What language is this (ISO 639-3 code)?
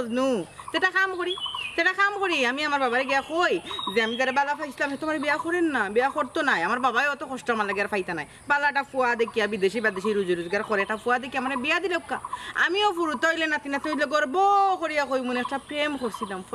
syl